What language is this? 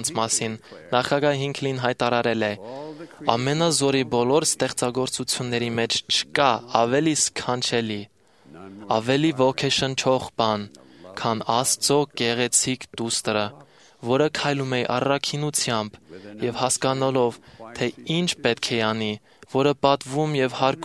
Armenian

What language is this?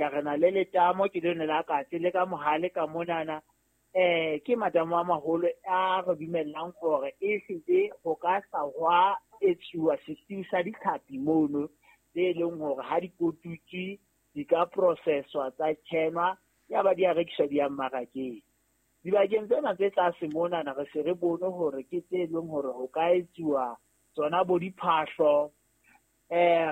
Southern Sotho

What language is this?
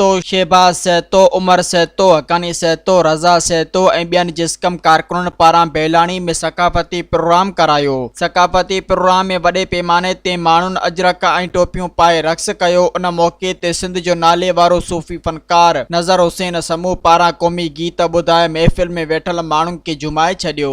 Sindhi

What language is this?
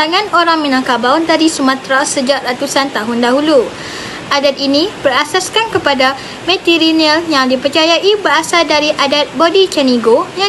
Malay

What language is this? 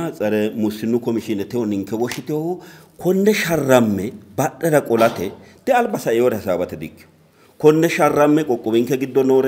Sidamo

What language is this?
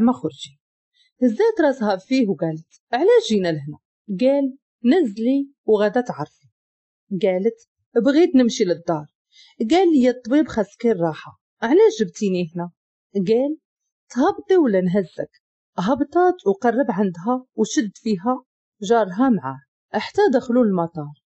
Moroccan Arabic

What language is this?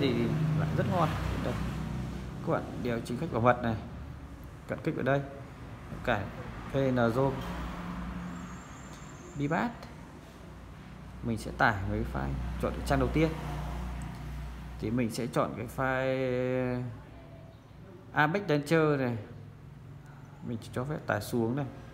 Vietnamese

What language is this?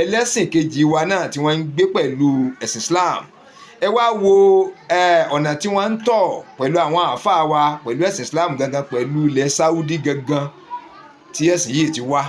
Yoruba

